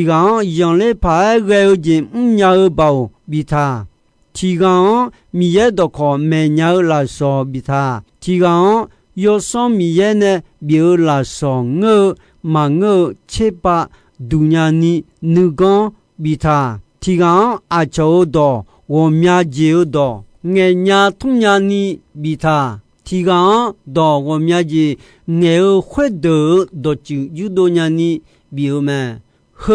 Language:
Akha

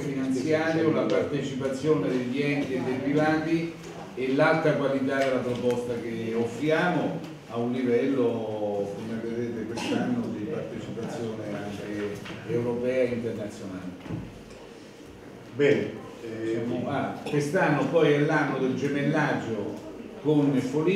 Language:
Italian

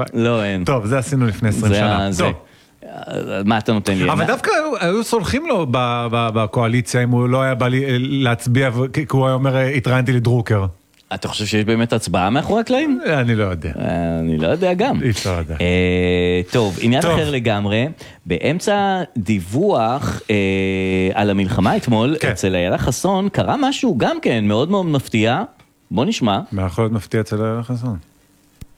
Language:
Hebrew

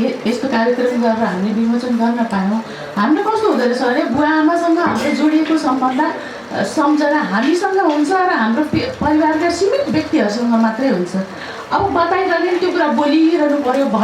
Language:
Nepali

